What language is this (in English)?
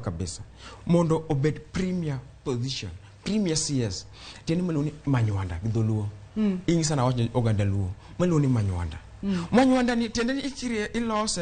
Luo (Kenya and Tanzania)